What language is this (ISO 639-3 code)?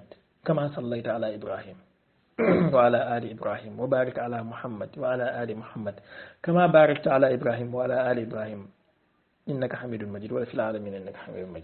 wol